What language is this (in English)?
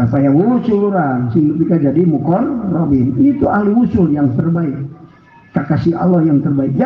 Sundanese